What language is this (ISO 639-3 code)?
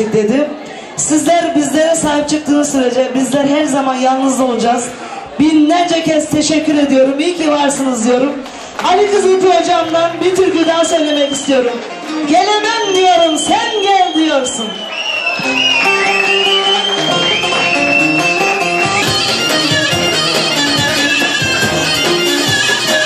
tur